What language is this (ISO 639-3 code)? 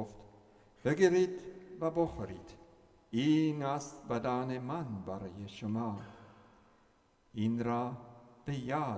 fas